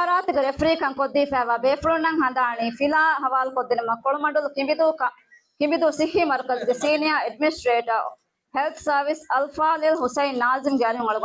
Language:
Divehi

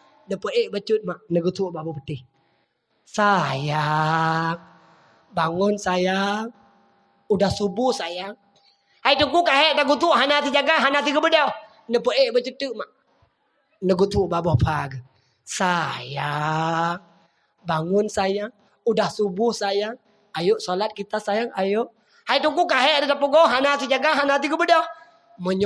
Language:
Achinese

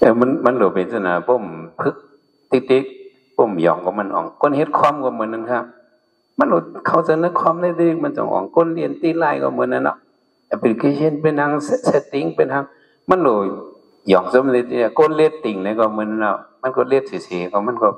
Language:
Shan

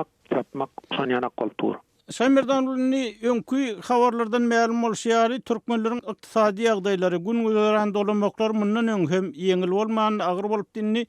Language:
Turkmen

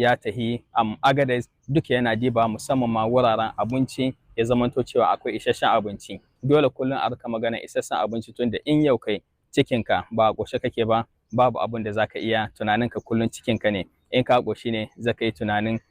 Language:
Hausa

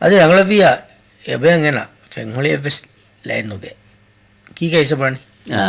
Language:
Divehi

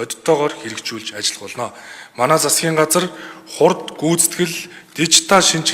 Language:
Mongolian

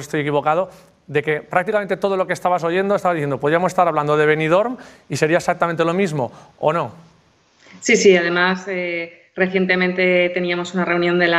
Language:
Spanish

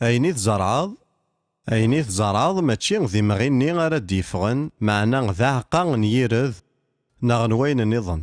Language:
Kabyle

